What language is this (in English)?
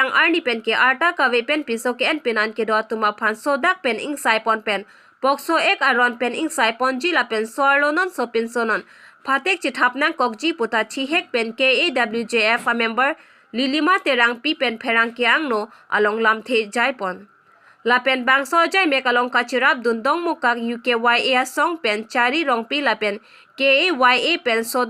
Karbi